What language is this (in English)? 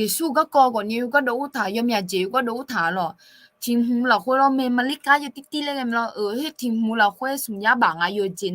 Akha